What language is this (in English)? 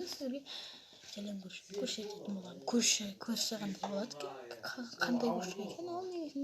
Kazakh